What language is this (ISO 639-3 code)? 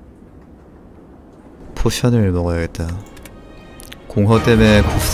kor